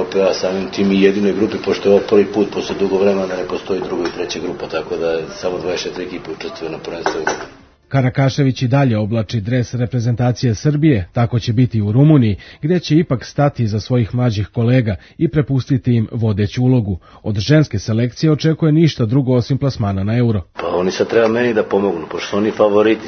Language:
Serbian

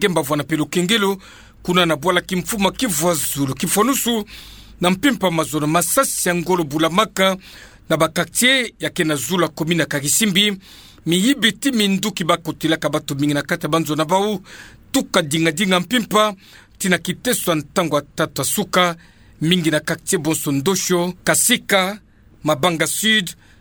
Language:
Kituba (Democratic Republic of Congo)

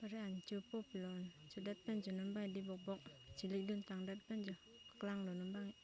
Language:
Karbi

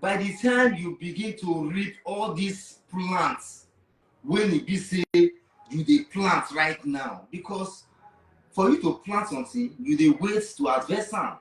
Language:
Nigerian Pidgin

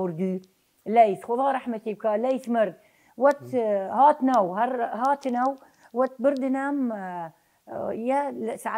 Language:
Southern Kurdish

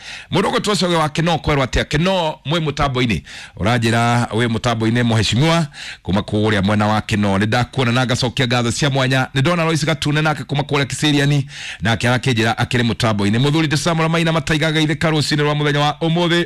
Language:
Kikuyu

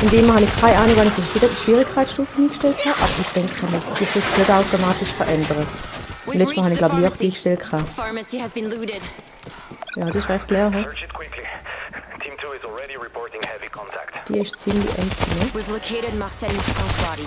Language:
Swiss German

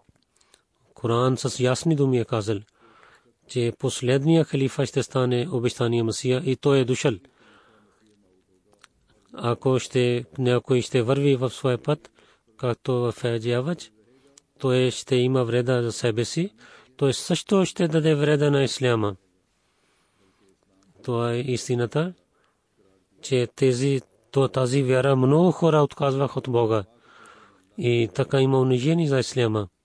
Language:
Bulgarian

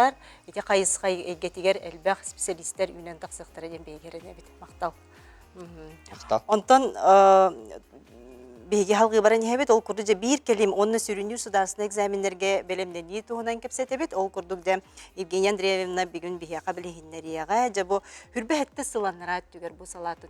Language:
Yakut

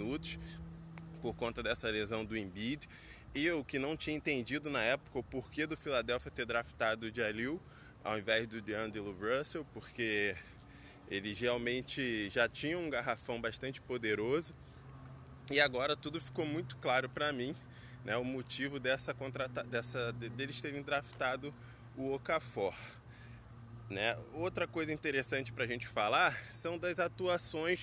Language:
Portuguese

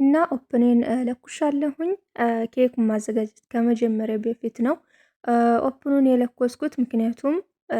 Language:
Amharic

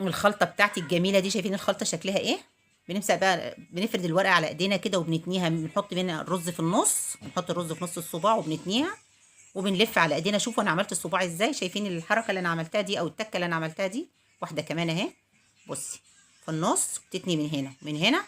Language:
Egyptian Arabic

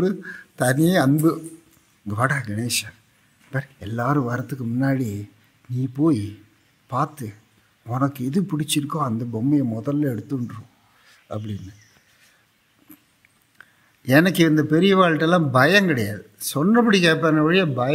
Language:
Tamil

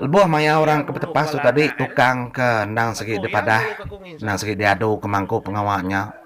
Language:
Iban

